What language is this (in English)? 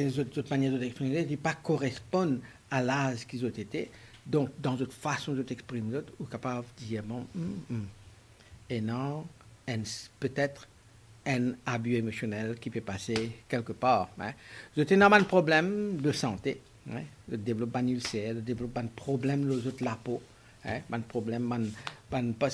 Morisyen